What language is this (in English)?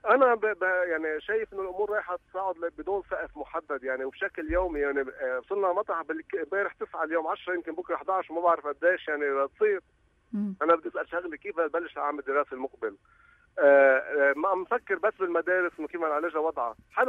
North Levantine Arabic